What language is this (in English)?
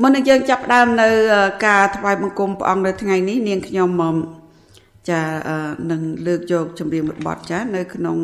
Khmer